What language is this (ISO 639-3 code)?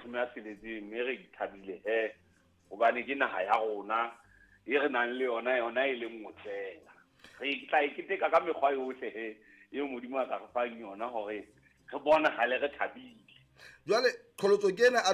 sot